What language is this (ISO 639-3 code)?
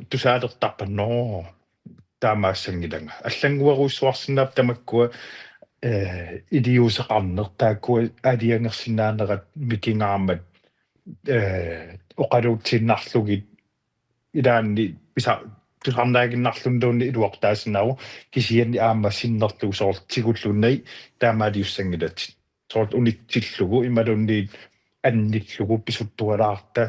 kal